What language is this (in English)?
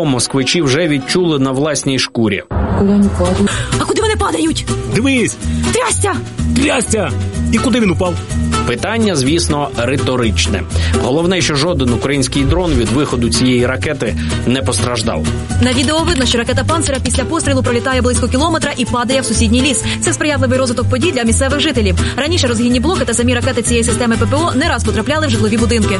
Ukrainian